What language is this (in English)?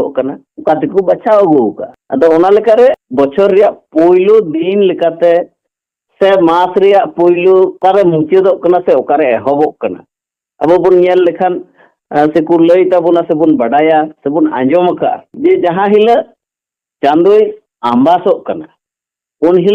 Santali